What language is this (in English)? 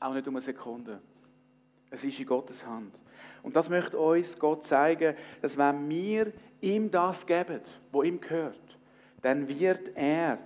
Swiss German